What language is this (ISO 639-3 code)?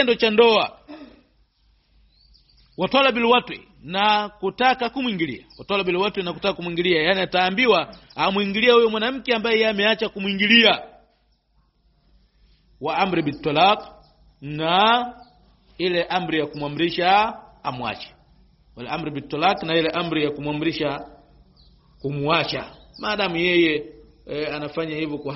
swa